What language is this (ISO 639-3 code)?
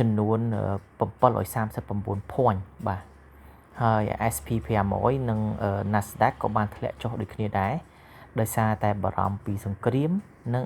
khm